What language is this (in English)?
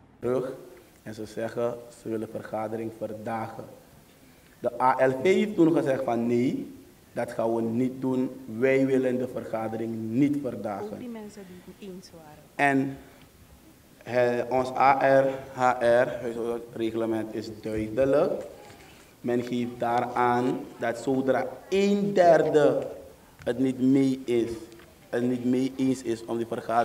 Dutch